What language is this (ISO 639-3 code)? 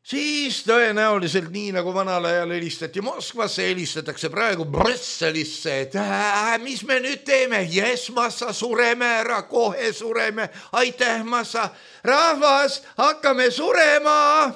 est